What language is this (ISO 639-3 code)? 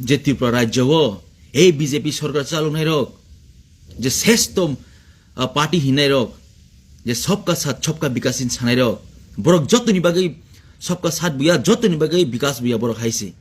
trp